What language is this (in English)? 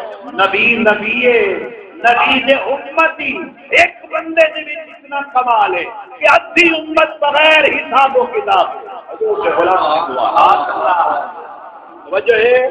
Saraiki